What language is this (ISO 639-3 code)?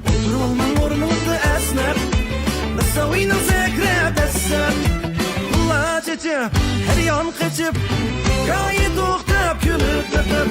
uig